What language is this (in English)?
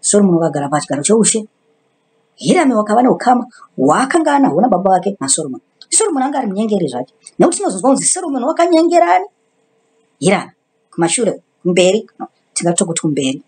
Shona